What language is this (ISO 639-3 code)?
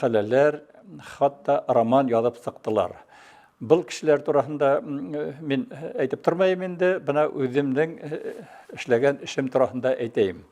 bak